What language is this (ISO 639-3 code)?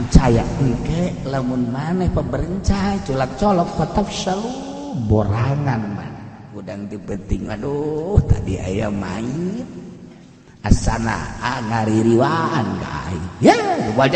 sun